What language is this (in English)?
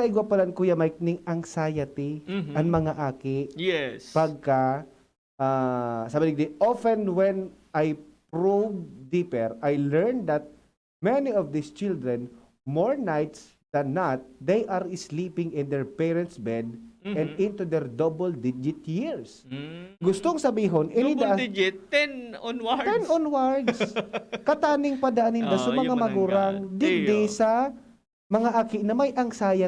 Bikol